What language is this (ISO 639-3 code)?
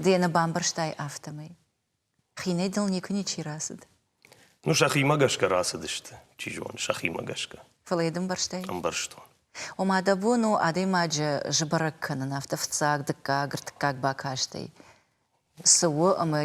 oss